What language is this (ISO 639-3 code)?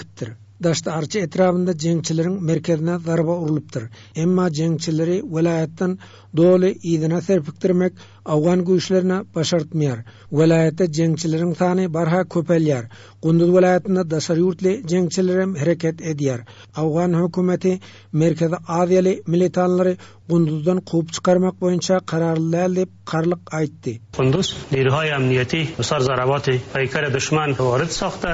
tuk